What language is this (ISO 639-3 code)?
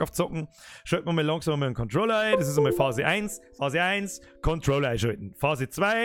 bar